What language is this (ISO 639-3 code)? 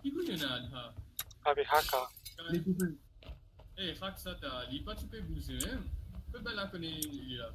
mfe